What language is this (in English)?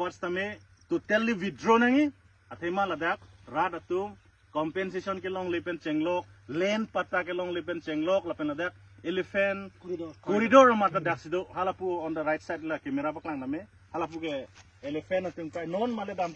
Karbi